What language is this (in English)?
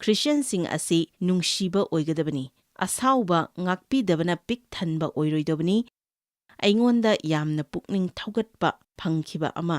Manipuri